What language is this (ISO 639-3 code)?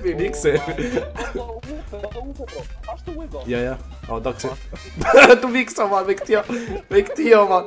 gsw